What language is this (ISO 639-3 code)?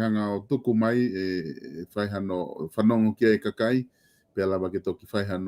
ton